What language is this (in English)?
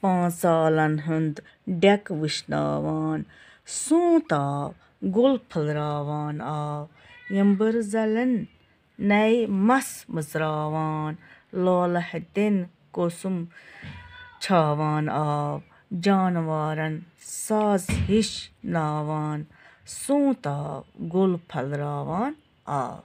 Kashmiri